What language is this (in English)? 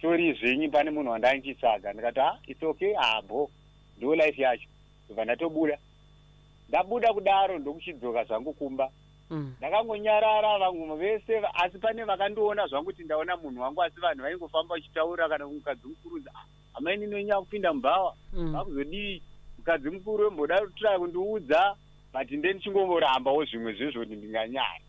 Shona